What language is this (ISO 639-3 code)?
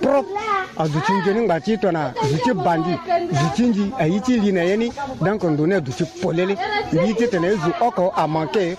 sag